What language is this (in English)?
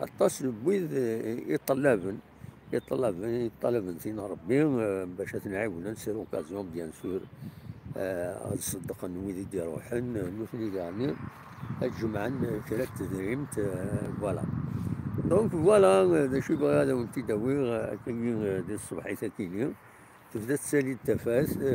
Kabyle